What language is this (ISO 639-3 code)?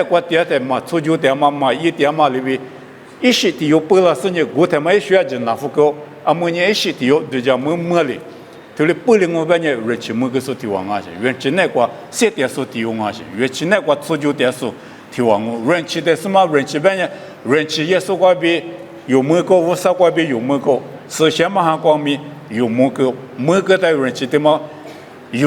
lis